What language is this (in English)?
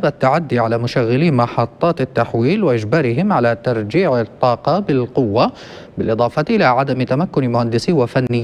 Arabic